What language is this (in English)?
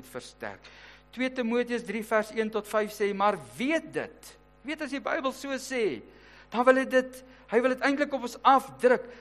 Afrikaans